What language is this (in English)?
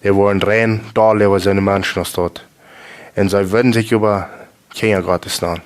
Plautdietsch